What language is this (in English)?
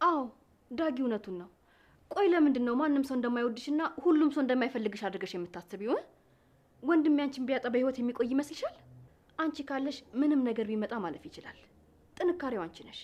Amharic